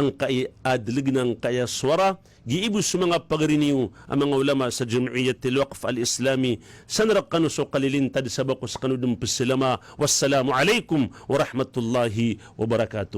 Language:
Maranao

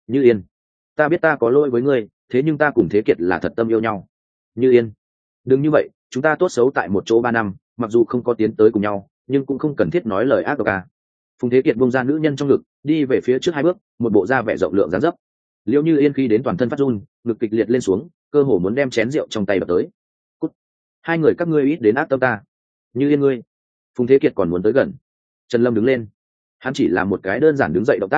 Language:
Vietnamese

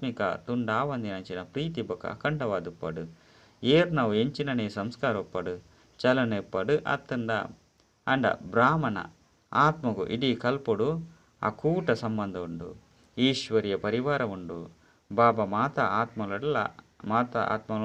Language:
Tulu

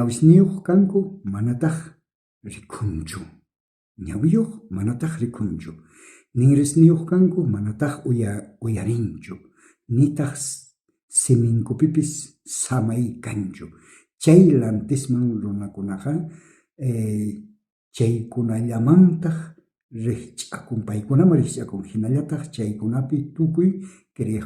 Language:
South Bolivian Quechua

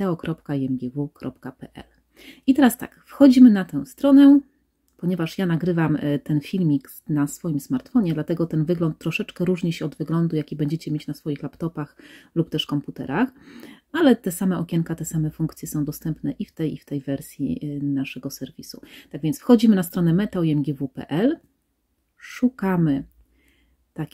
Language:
Polish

